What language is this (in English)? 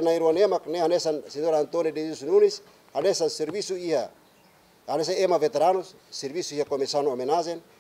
Tetum